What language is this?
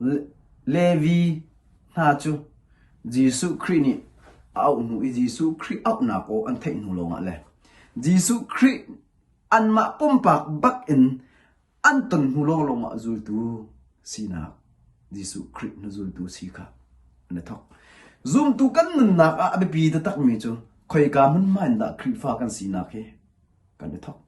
Hakha Chin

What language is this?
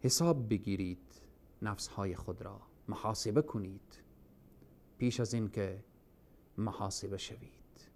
Persian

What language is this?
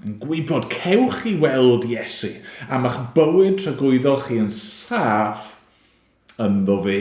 Welsh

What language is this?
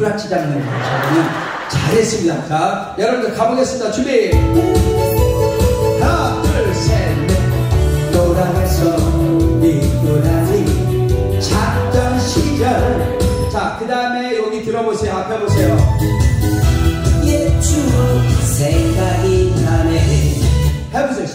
Korean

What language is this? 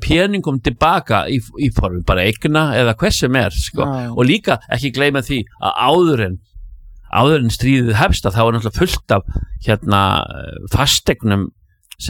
Icelandic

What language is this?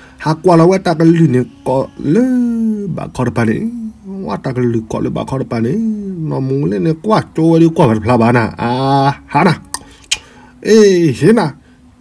S'gaw Karen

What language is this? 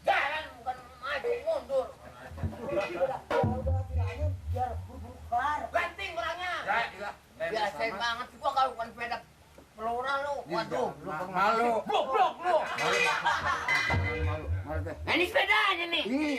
Betawi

